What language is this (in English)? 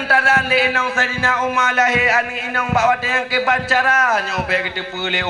Achinese